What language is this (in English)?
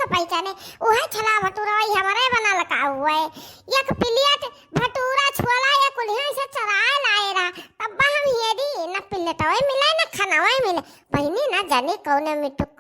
Awadhi